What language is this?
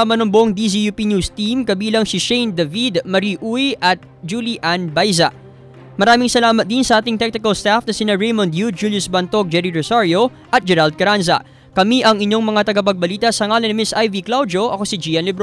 Filipino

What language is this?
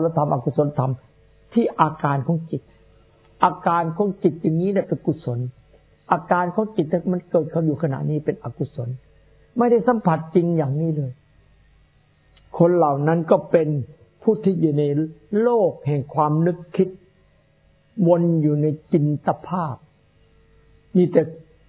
Thai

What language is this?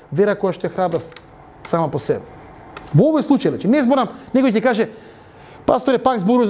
Macedonian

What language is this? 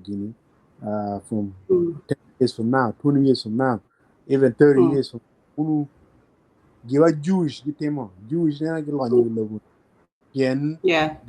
Acoli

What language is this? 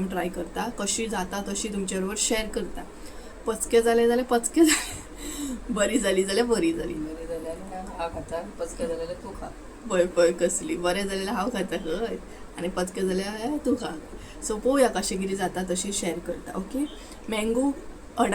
Konkani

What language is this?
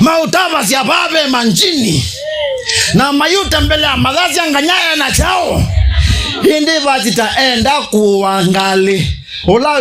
Kamba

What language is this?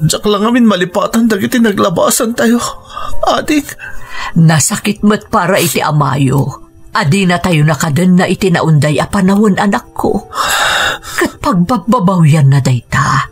Iloko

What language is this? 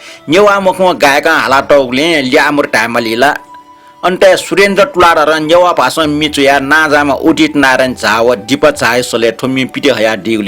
Newari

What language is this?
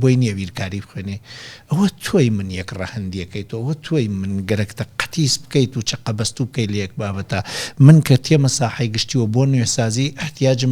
Central Kurdish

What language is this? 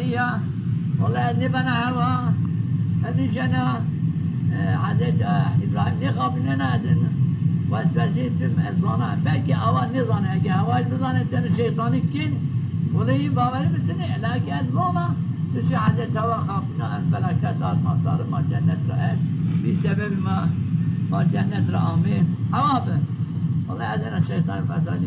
Zaza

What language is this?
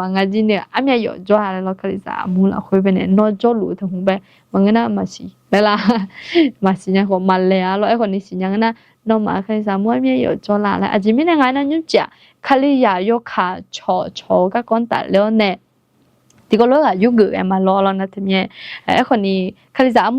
Akha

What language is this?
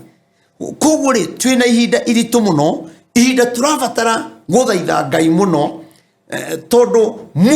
Kikuyu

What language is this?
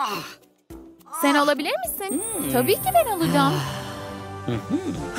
Turkish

